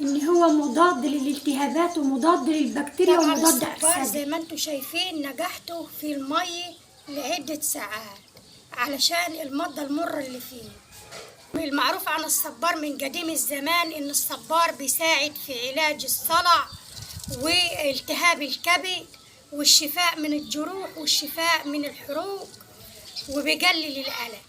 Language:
Egyptian Arabic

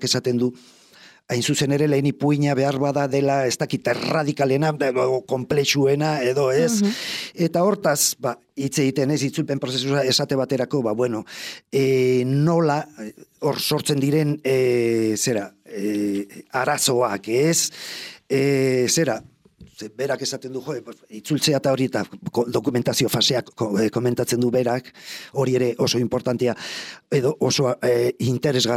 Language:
Basque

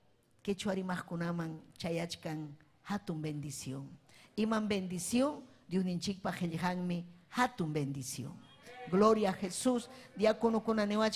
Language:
Ayacucho Quechua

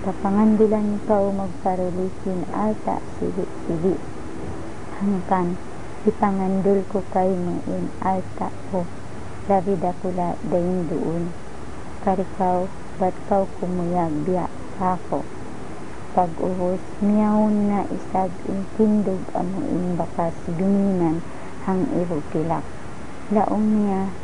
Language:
Tausug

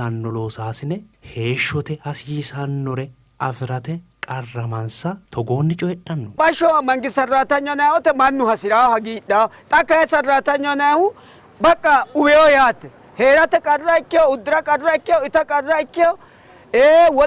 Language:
Sidamo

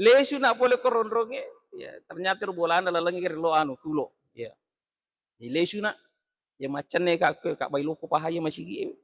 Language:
Buginese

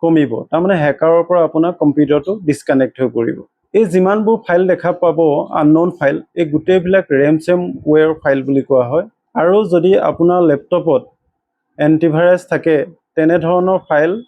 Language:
Assamese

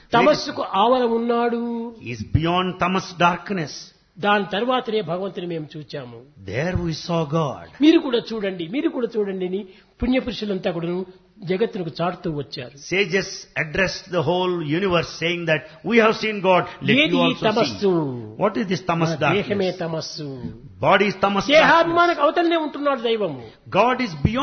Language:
Telugu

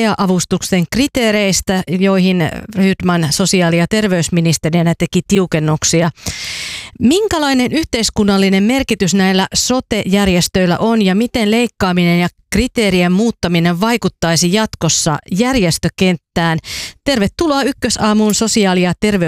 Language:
Finnish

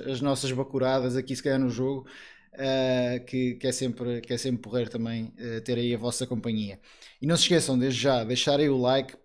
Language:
Portuguese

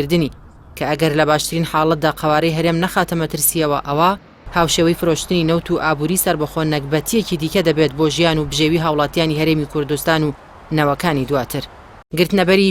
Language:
Central Kurdish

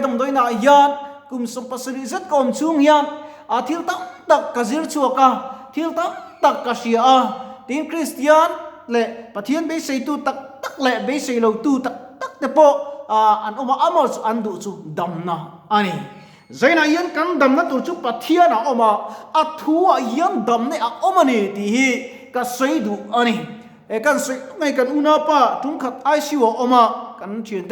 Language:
Mizo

